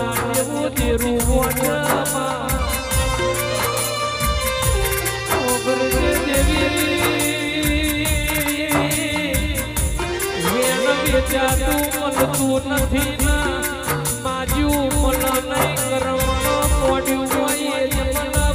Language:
Gujarati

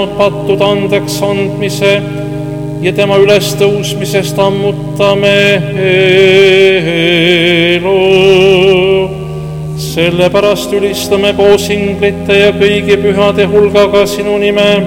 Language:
Estonian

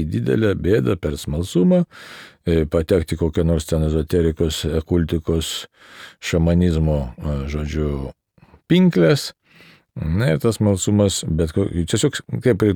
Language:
Lithuanian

